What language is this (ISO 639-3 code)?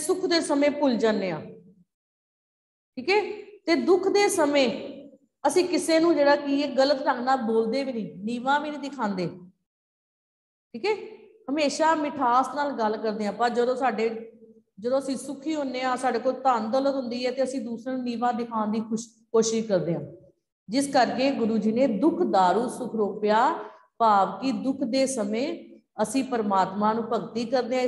pan